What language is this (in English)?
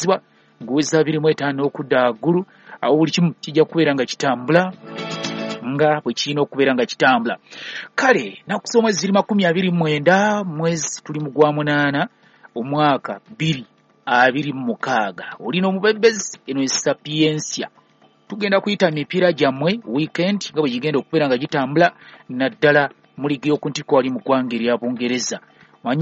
Ganda